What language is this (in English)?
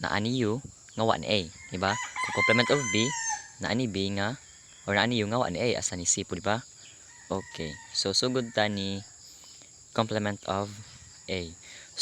Cebuano